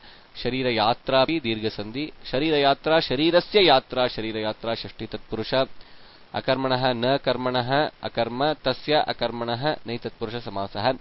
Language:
Sanskrit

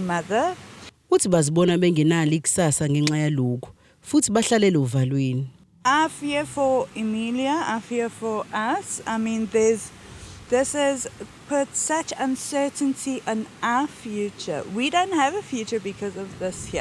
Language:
Zulu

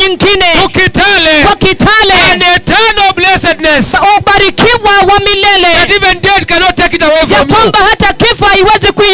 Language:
Swahili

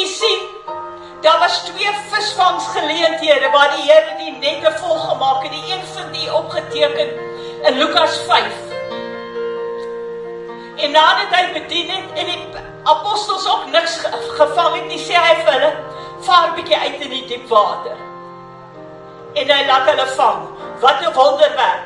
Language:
Afrikaans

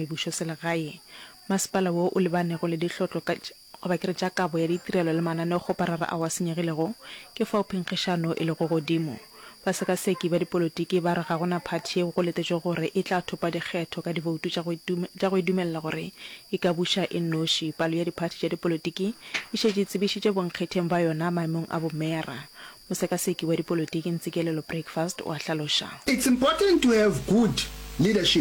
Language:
Northern Sotho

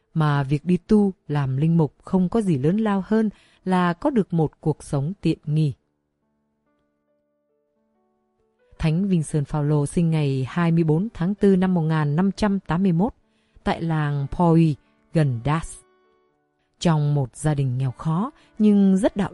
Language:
Vietnamese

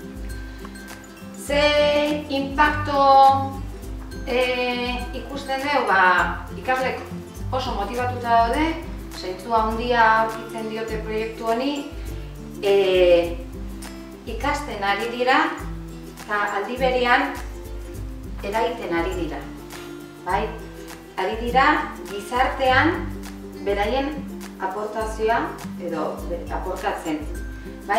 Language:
Basque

